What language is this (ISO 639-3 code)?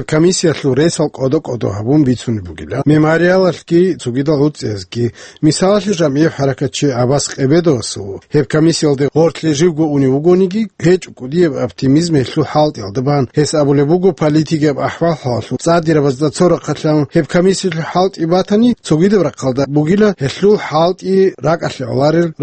ava